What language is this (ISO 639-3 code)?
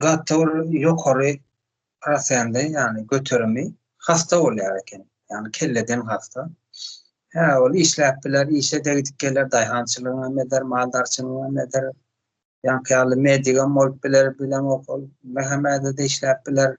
tuk